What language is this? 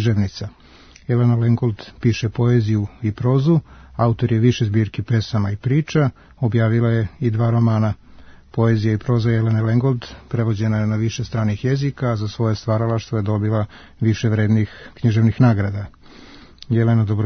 Serbian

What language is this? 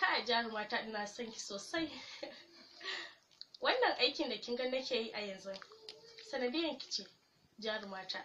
Hausa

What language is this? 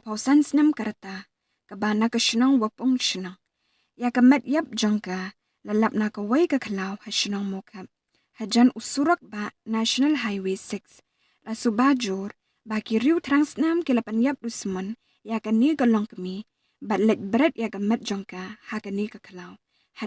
Khasi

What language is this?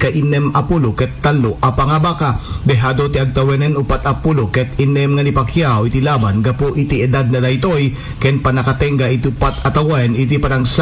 Iloko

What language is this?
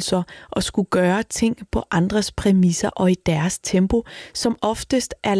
Danish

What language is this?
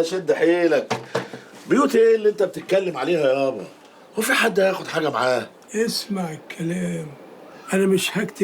Egyptian Arabic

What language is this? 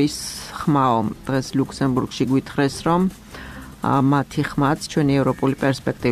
Georgian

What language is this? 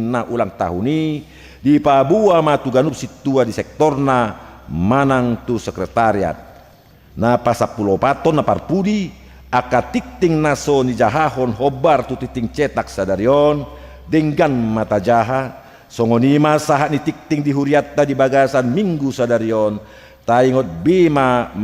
Batak Toba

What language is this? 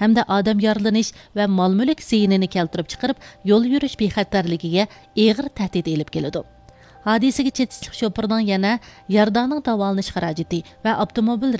Uyghur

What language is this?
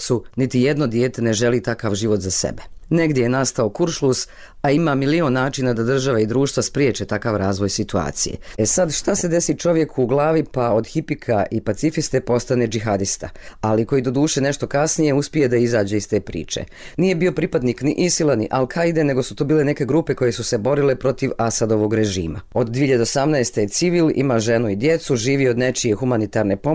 Bosnian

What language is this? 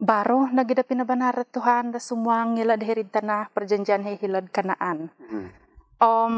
Central Dusun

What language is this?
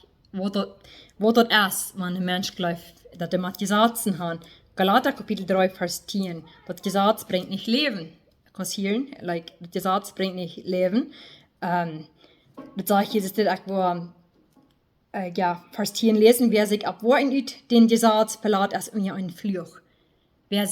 Plautdietsch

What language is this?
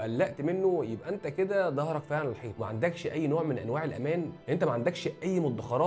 Egyptian Arabic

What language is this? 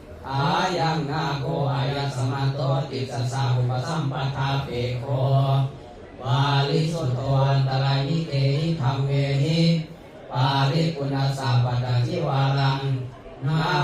Pali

